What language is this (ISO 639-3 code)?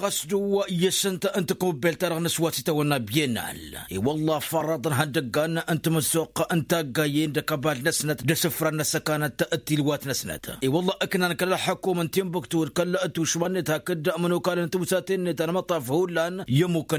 taq